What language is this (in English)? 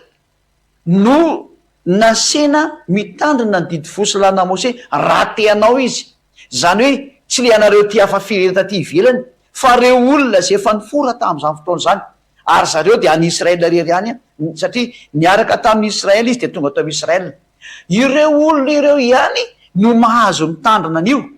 Malagasy